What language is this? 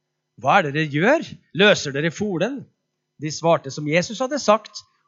Norwegian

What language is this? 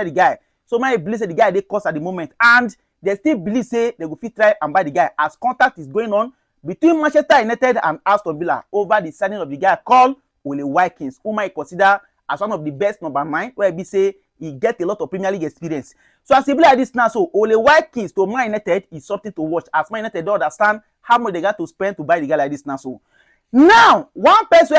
Nigerian Pidgin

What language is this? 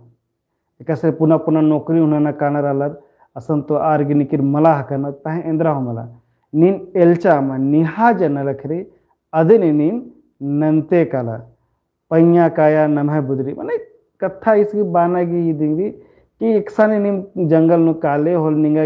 Kurukh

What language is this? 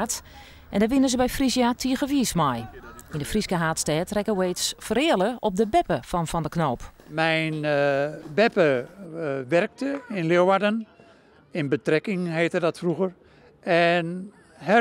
Western Frisian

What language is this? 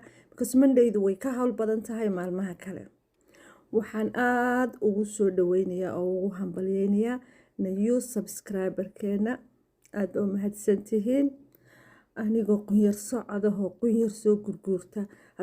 Somali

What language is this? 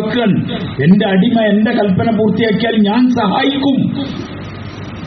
Malayalam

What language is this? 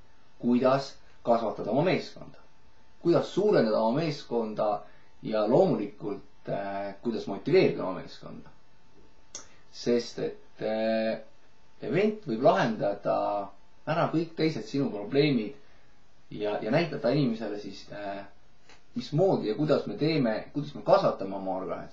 Estonian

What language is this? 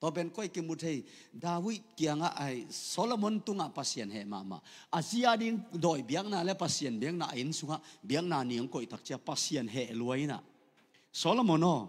Tedim Chin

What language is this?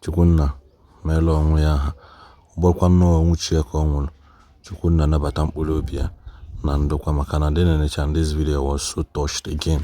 Igbo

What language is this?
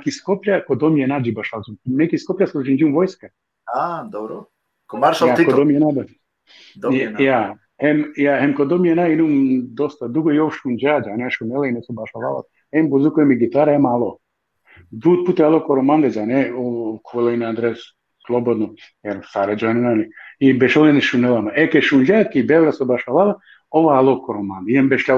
Balkan Romani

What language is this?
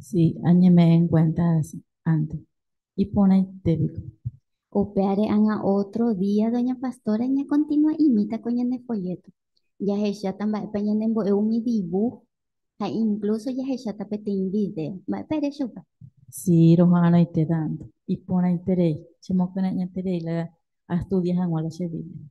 Guarani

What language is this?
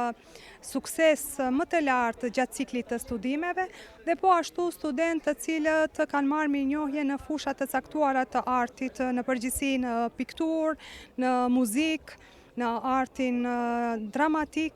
Albanian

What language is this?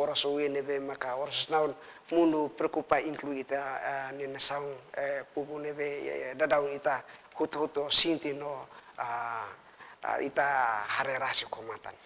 Tetum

